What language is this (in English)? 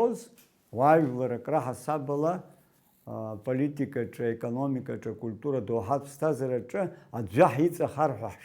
Abkhazian